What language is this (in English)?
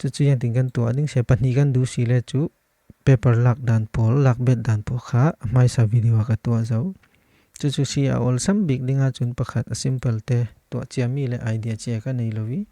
Falam Chin